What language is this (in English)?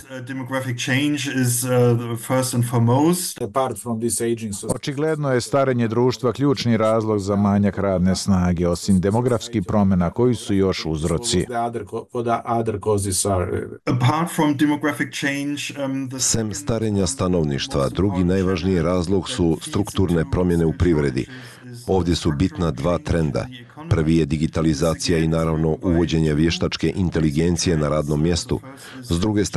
Bosnian